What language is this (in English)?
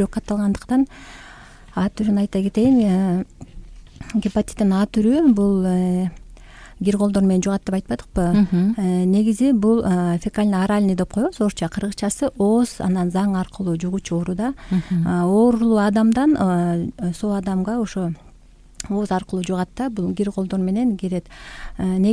Kyrgyz